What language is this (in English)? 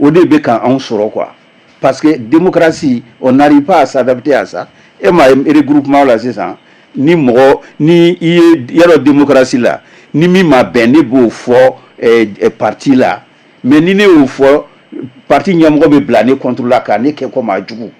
Bambara